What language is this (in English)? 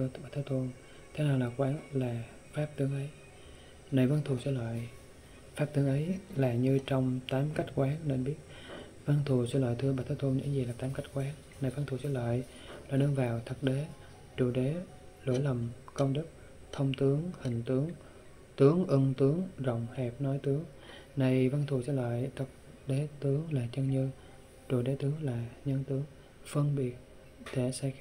Vietnamese